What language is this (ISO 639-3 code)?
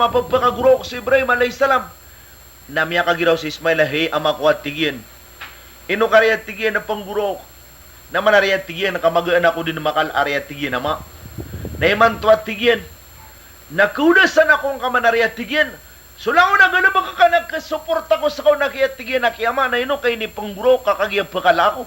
mrw